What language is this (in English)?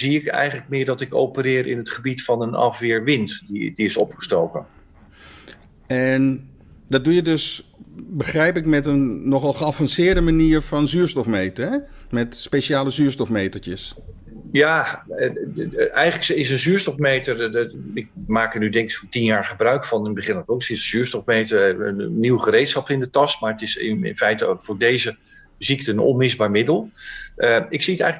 Dutch